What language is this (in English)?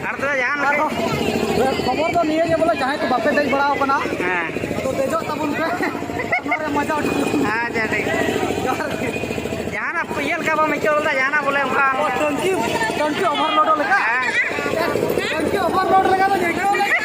Santali